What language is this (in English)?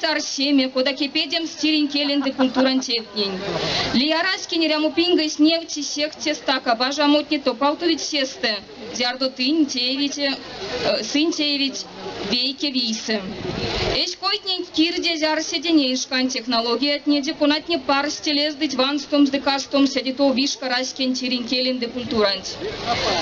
Erzya